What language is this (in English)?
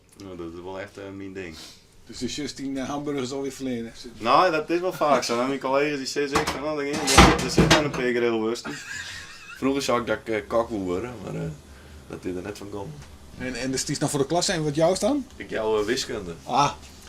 Western Frisian